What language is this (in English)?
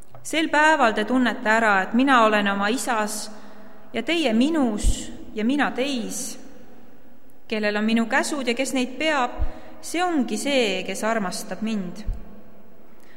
Estonian